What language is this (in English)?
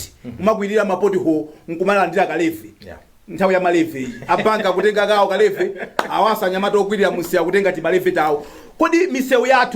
Nyanja